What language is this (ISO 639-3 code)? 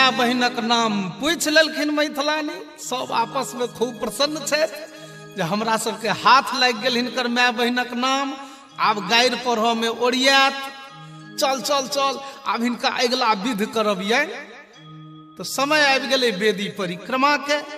mai